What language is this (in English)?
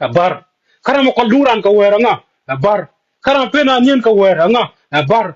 Nuer